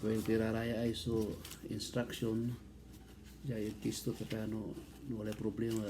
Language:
Pangasinan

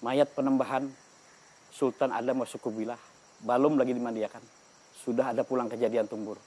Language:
Banjar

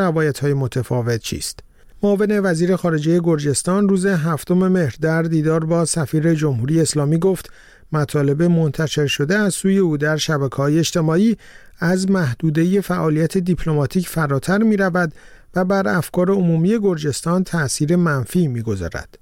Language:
Persian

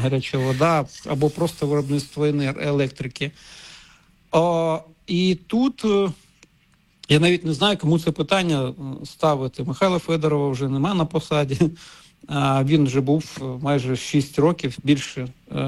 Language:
Ukrainian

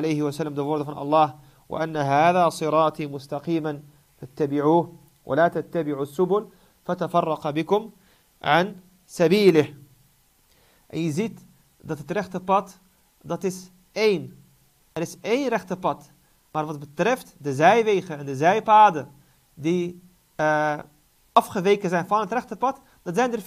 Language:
Dutch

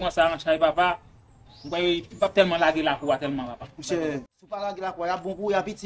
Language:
Haitian Creole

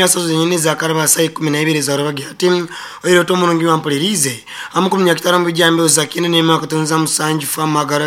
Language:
Nyoro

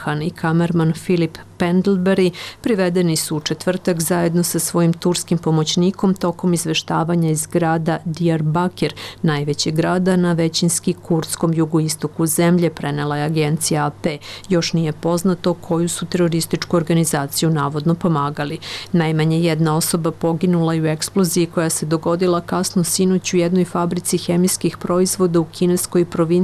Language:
Serbian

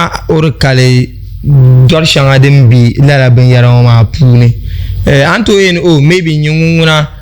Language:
Dagbani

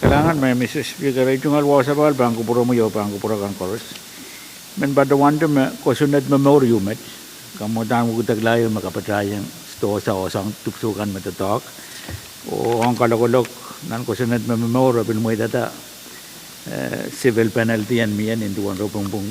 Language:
Pohnpeian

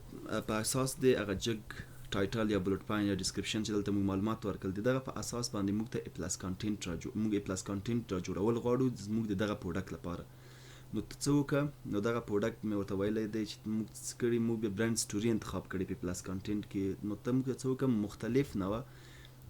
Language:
Pashto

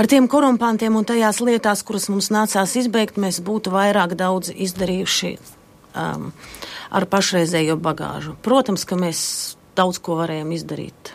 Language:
Latvian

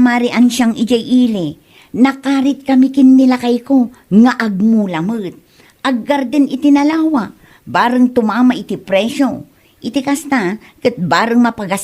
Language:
Iloko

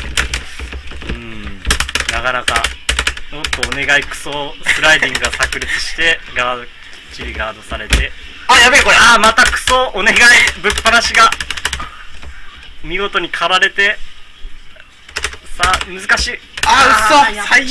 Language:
Japanese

